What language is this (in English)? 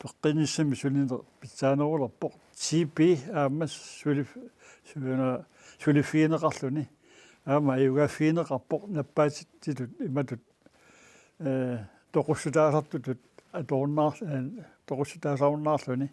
Kalaallisut